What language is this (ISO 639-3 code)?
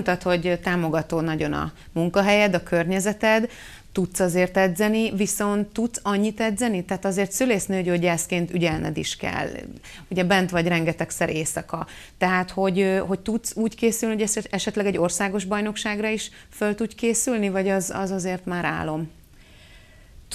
hun